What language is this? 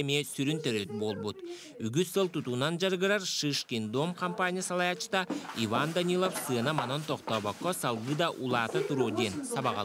Yakut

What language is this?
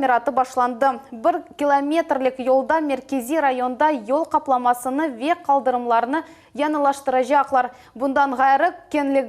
Crimean Tatar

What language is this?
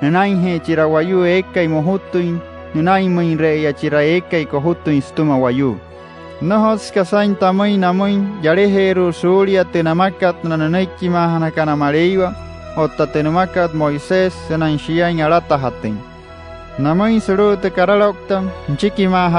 Wayuu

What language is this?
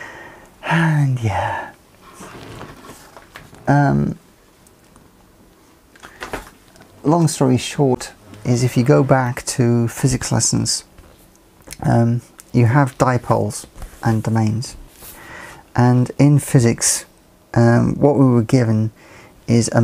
English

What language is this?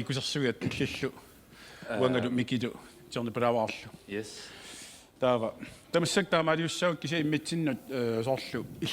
Kalaallisut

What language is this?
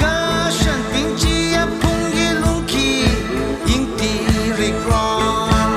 Tangkhul Naga (India)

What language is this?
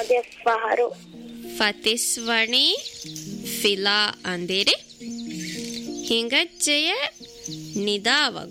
Divehi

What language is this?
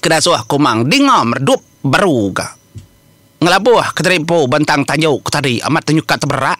Iban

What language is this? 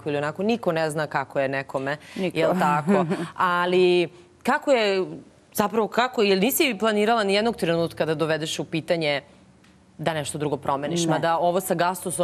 Serbian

